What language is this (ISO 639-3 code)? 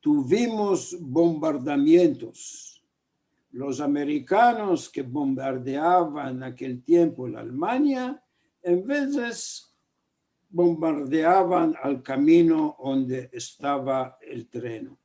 lad